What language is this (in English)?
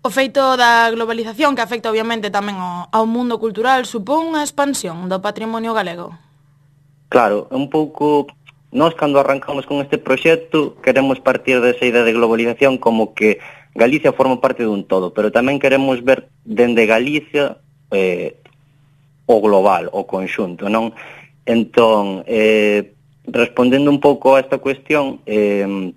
Galician